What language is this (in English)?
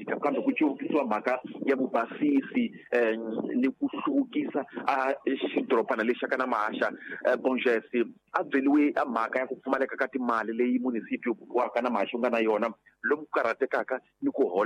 Tsonga